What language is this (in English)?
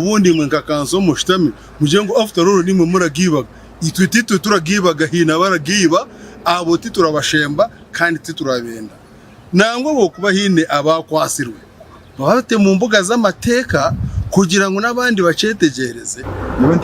Nyankole